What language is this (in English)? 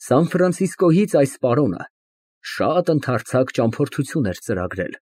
Armenian